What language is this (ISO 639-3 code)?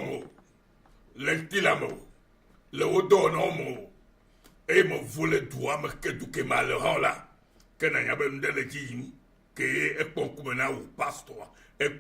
ewe